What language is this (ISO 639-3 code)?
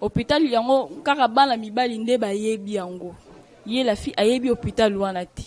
lin